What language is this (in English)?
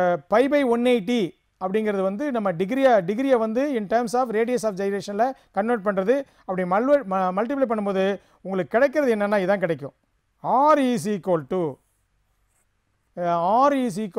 Tamil